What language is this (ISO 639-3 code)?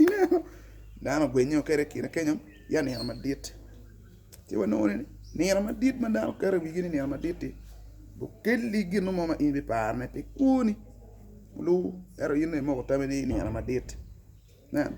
ach